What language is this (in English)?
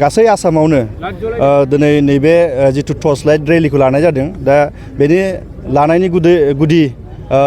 Bodo